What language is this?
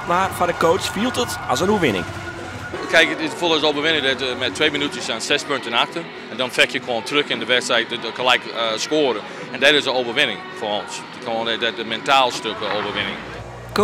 Western Frisian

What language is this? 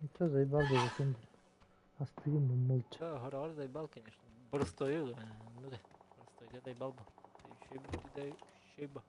Yakut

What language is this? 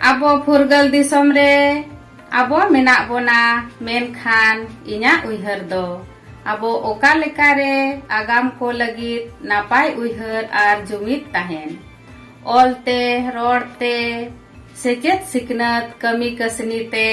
Santali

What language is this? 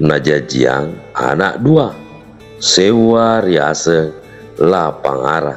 Buginese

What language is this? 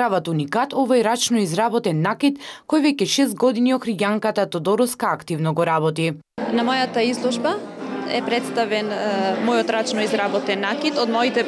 Macedonian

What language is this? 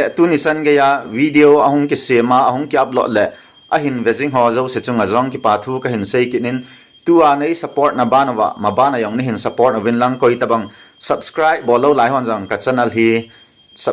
Thado Chin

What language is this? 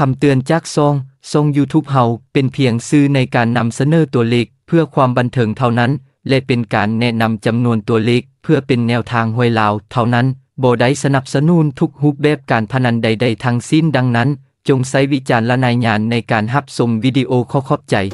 Lao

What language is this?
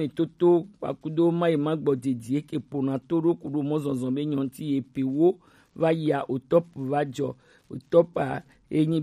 Gen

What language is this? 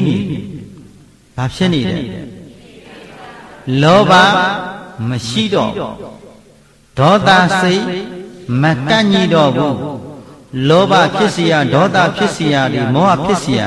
Burmese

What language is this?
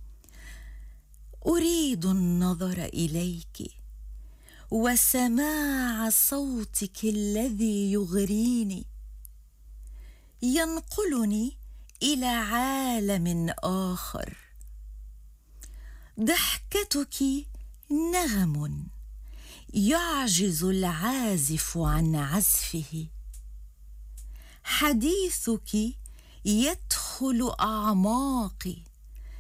Arabic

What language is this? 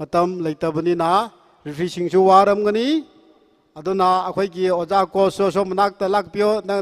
Tangkhul Naga (India)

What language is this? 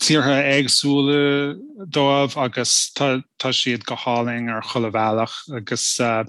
Irish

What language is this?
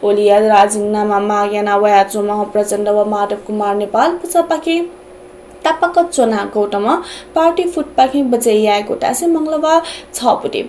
Newari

